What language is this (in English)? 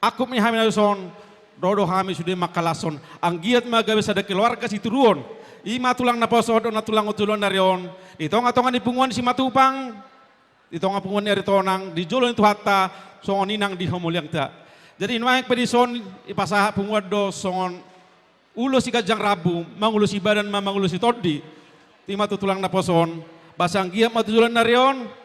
Batak Toba